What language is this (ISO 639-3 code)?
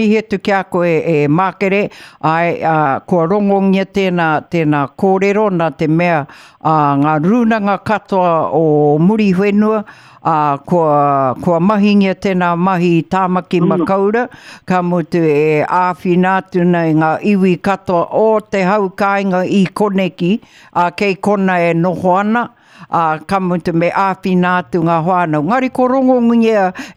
mri